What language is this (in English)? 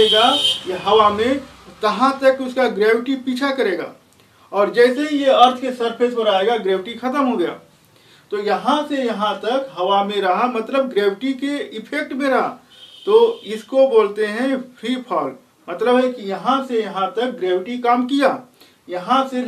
Hindi